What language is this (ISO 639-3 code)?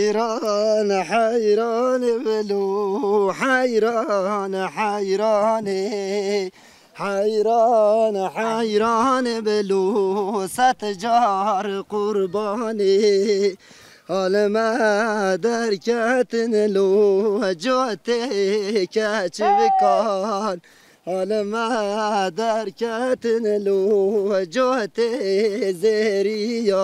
zza